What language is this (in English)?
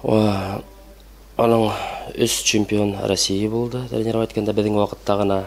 Bashkir